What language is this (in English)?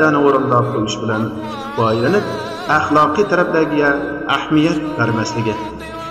Uyghur